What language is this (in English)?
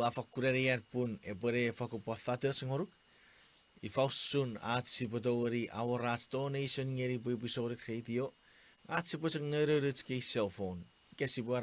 Chuukese